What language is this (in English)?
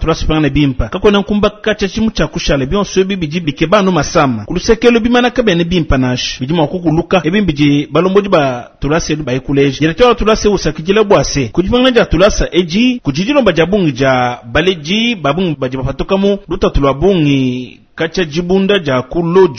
Luba-Lulua